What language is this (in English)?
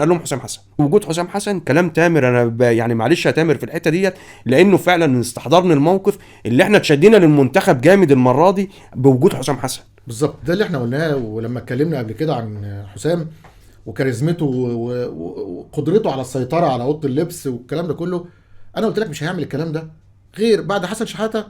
Egyptian Arabic